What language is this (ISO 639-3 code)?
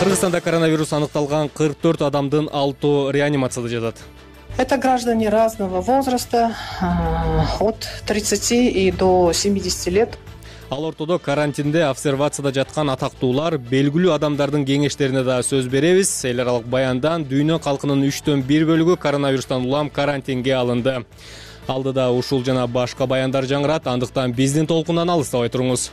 kir